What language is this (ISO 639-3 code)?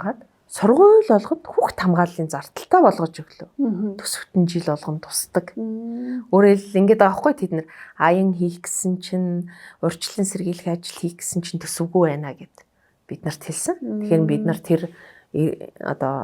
mon